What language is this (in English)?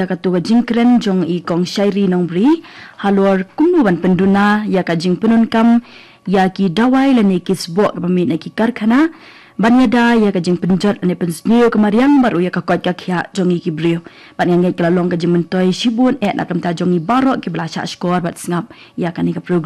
Khasi